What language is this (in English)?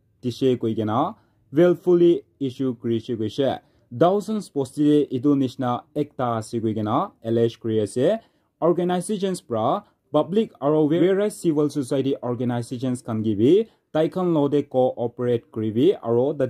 Naga Pidgin